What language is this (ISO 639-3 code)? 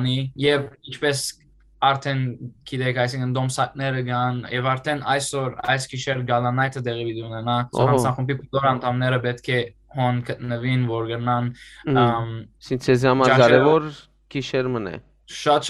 hyw